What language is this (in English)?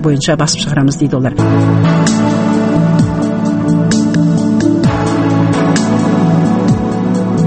Kazakh